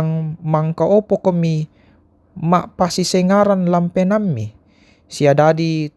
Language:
Toraja-Sa'dan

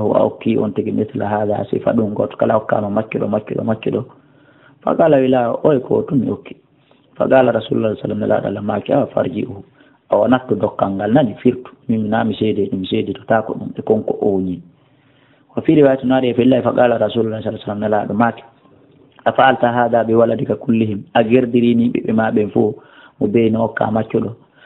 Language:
Fula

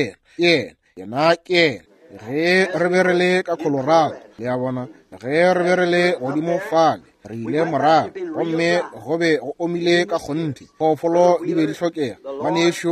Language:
Northern Sotho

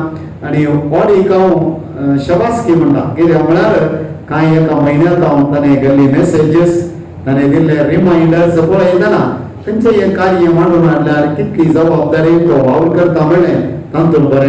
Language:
Konkani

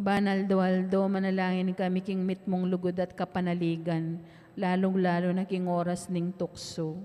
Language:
Pampanga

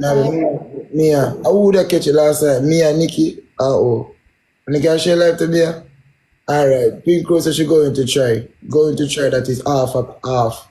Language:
Jamaican Creole English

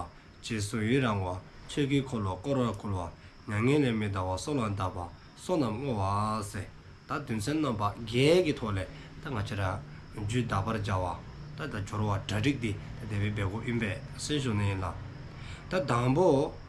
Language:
Dzongkha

